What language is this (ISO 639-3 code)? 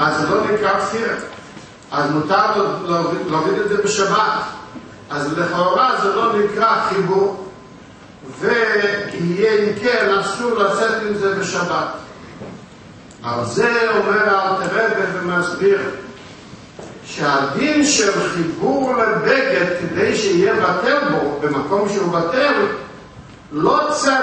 heb